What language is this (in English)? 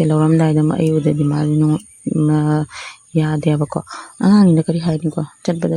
Manipuri